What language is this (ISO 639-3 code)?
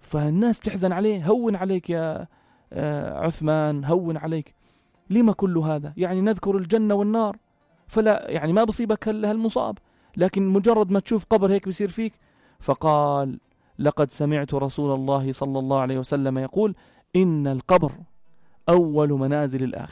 apc